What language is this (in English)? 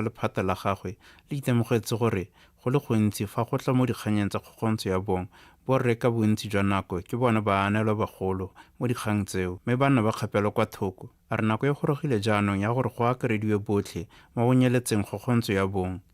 Tswana